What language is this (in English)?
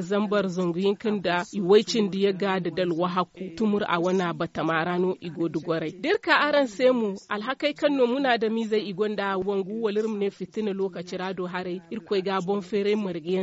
Zarma